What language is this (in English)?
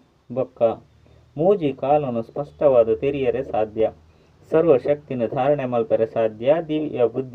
Tulu